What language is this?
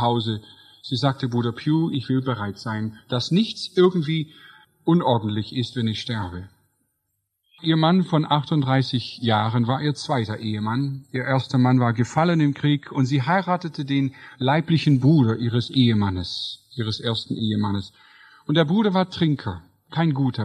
German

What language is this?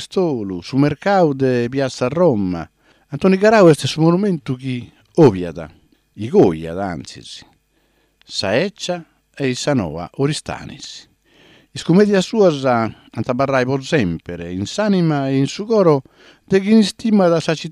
Sardinian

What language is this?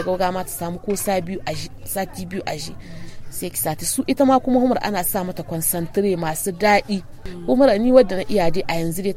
Hausa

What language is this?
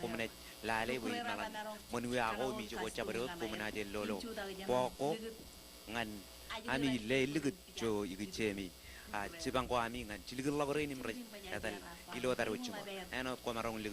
Marshallese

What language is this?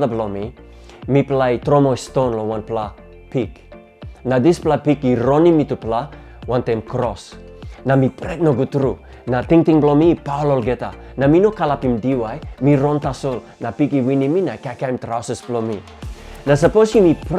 Tok Pisin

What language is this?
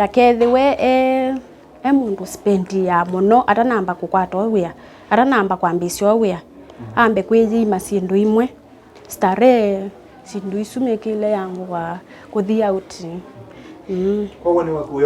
Kamba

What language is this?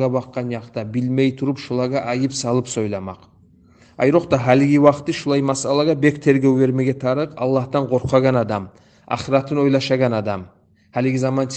Kumyk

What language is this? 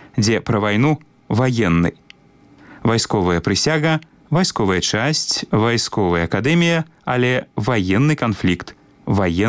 Belarusian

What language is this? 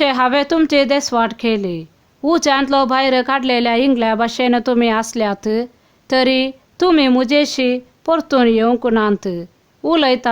Konkani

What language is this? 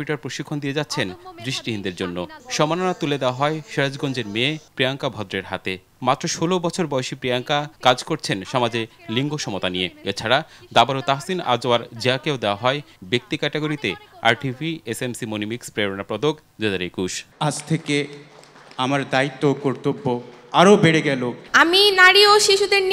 Bangla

